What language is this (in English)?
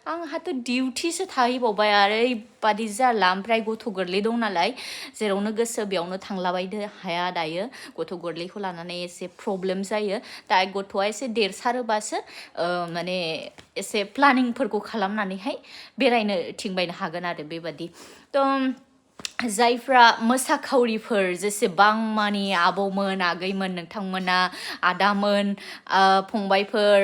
Bodo